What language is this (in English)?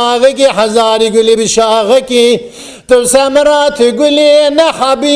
Kurdish